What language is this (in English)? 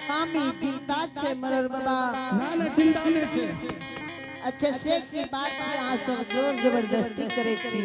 Angika